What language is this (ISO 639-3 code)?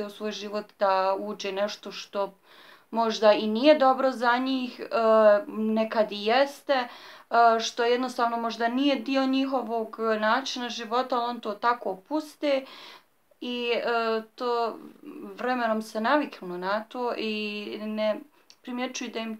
bos